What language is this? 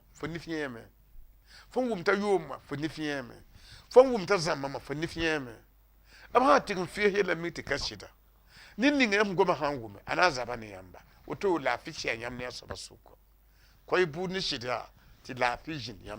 Mossi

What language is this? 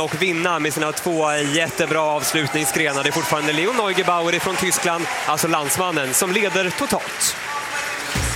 Swedish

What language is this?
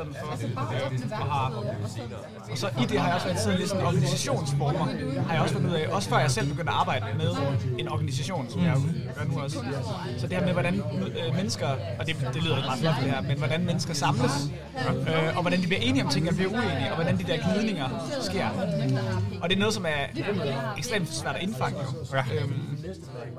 Danish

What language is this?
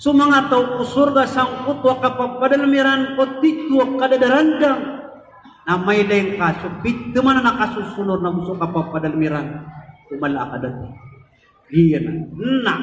Maranao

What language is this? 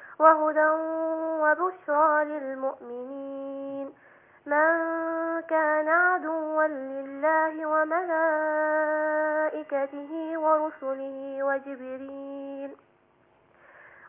Arabic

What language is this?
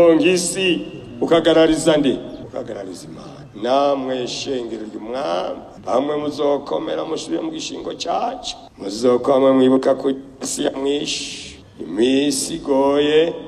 Rundi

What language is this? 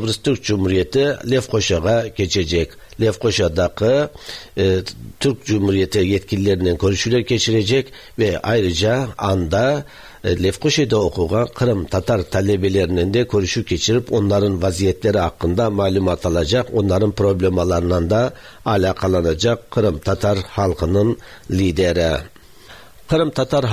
Tatar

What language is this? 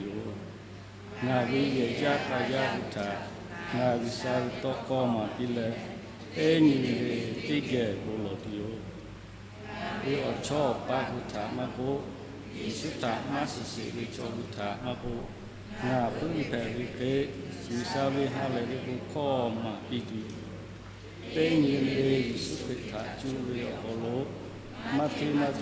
Lahu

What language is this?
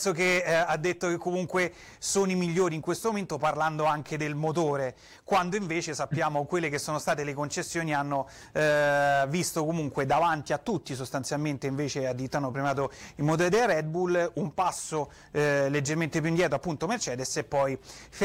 Italian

